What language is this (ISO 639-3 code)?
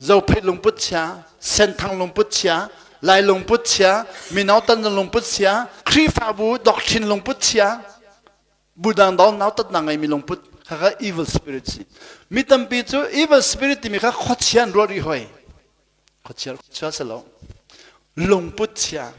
cnh